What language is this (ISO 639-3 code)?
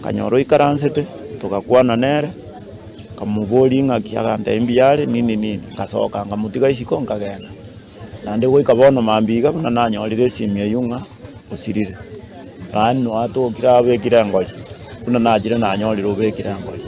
guz